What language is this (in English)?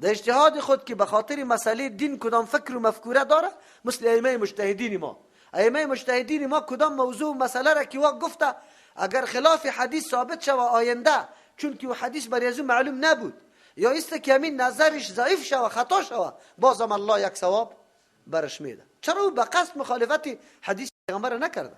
Persian